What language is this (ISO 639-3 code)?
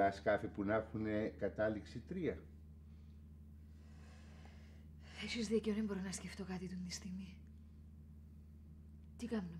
ell